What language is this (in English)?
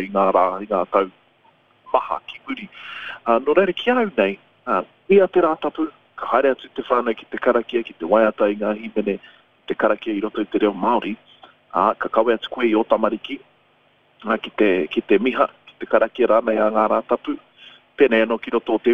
Māori